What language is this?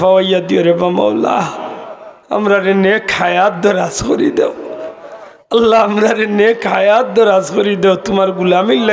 Sylheti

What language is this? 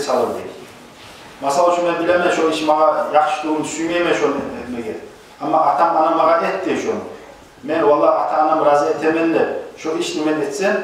Kumyk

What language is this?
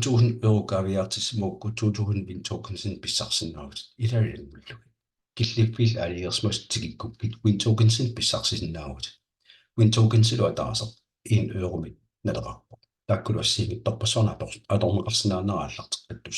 Kalaallisut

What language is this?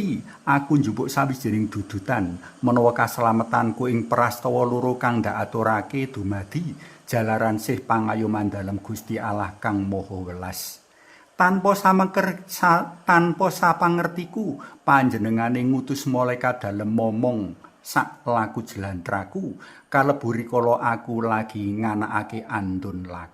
Javanese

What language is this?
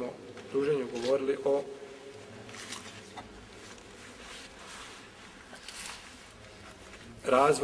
Bosnian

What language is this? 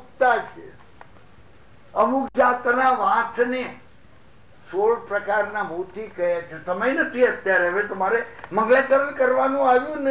Gujarati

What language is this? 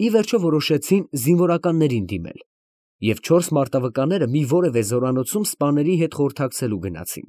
Armenian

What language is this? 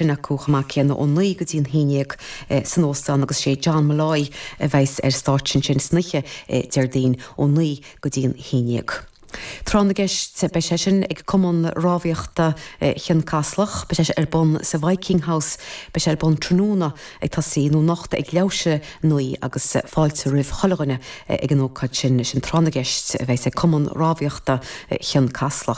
Irish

